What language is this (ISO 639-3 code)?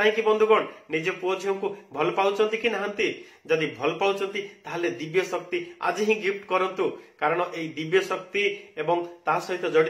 ori